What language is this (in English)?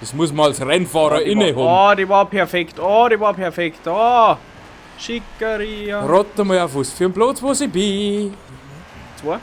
Bavarian